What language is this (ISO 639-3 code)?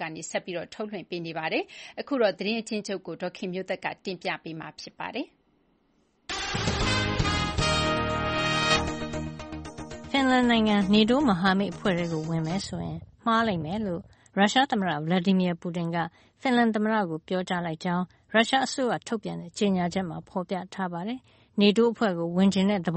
mya